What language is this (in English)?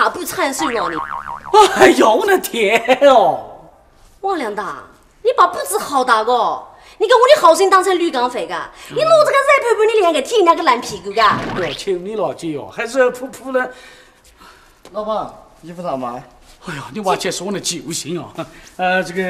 Chinese